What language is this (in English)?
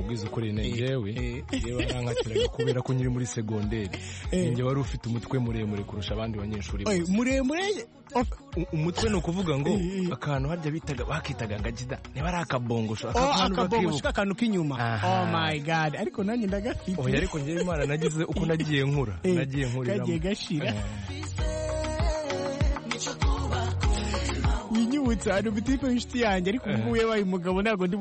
Kinyarwanda